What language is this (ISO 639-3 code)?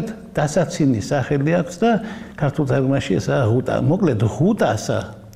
kat